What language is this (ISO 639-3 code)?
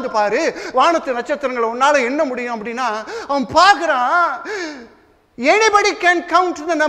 tam